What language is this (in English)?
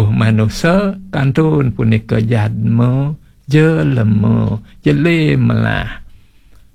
Balinese